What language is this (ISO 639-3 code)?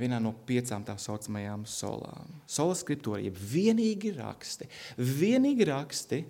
lav